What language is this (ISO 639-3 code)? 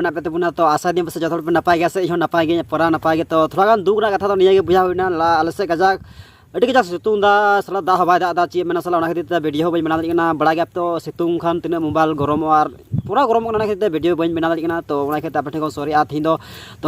sat